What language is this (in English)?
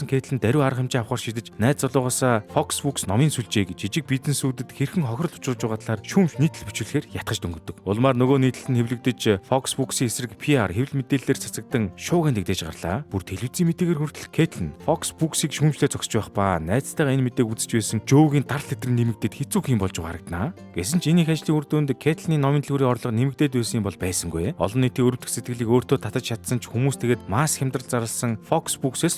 Mongolian